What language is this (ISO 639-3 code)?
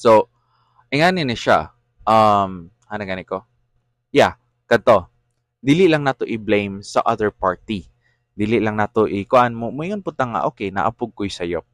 ceb